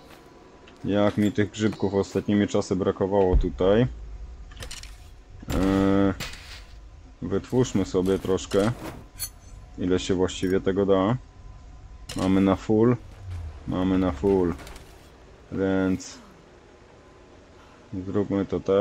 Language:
Polish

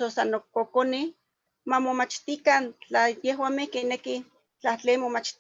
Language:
Eastern Huasteca Nahuatl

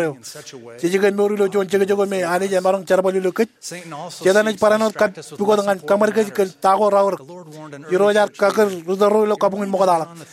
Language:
Marshallese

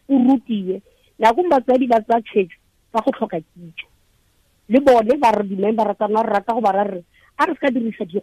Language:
Tswana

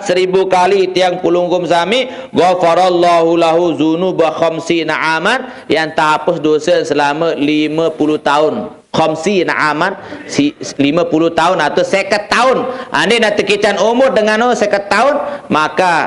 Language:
Sasak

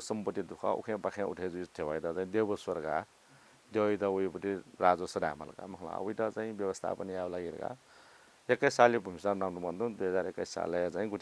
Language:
Newari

